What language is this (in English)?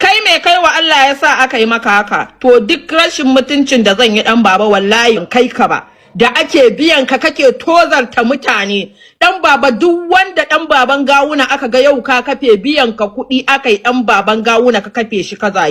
Hausa